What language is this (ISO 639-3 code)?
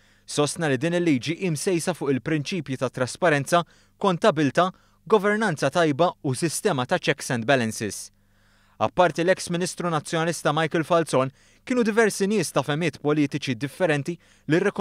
mlt